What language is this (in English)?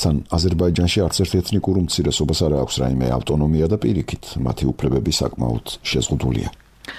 Georgian